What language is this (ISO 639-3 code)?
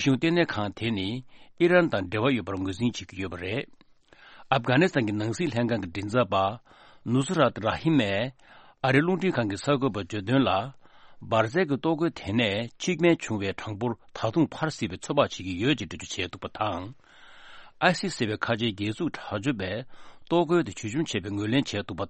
bod